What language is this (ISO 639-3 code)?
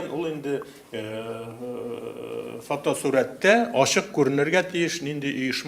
tat